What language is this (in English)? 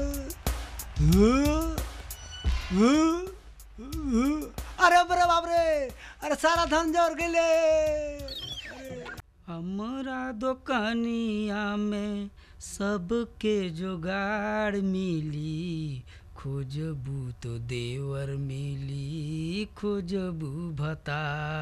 Bhojpuri